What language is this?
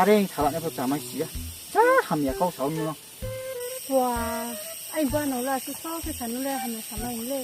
Riang (India)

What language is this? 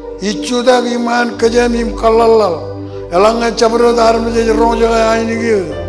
Marshallese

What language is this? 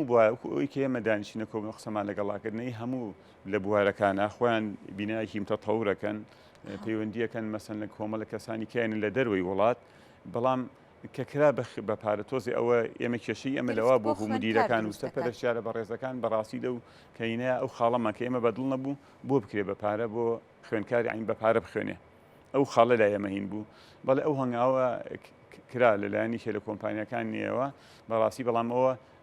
Central Kurdish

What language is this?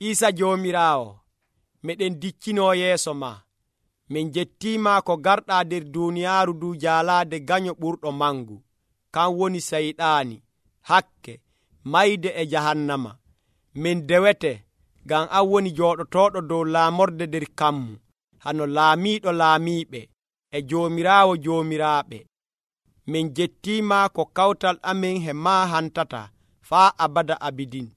Nigerian Fulfulde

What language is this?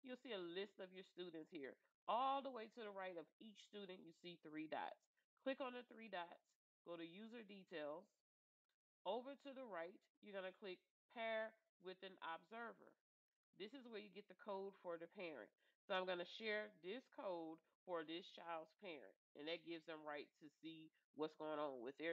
English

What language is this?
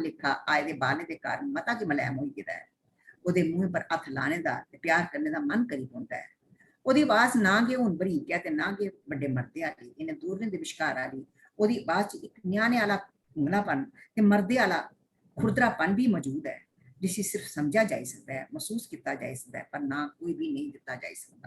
Dogri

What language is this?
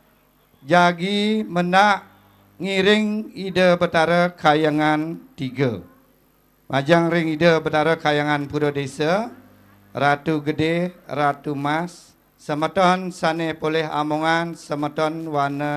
Balinese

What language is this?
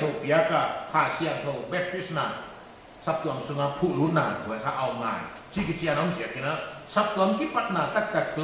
Paite Chin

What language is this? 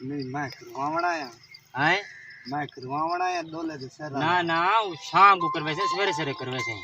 Saraiki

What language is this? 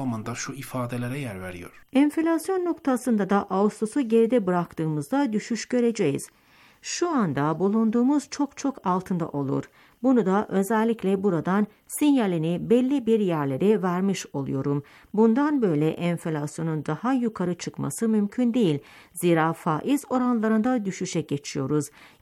Turkish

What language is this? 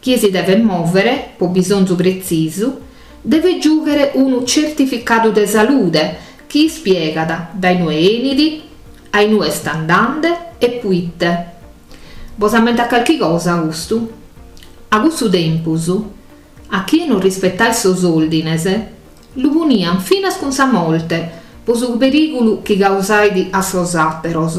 Sardinian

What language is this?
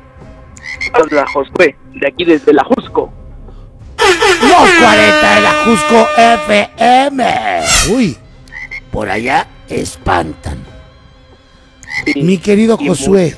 Spanish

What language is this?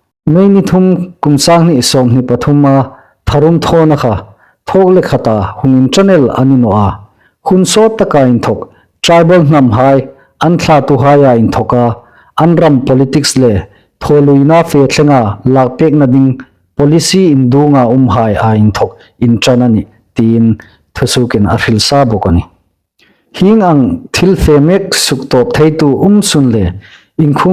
Hmar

